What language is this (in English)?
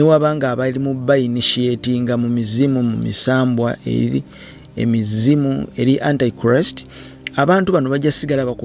Ganda